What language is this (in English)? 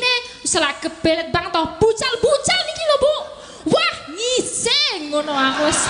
Javanese